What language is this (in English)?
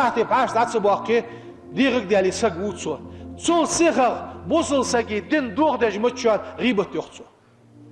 Ingush